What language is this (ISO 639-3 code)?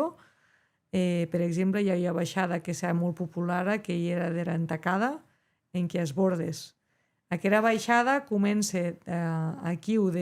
oci